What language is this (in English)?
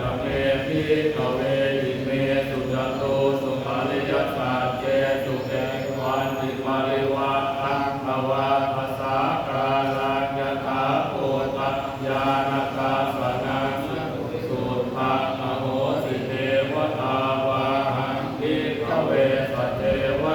Pali